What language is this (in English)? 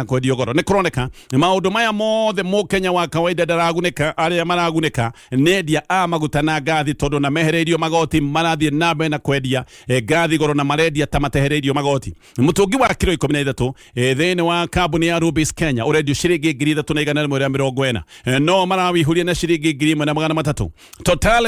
Kikuyu